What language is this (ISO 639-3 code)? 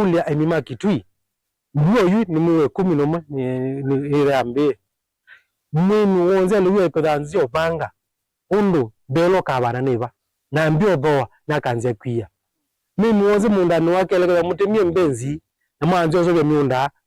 kam